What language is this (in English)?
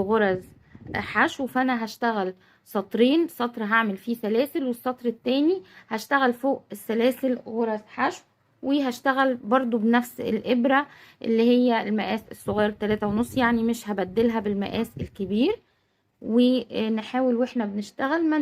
Egyptian Arabic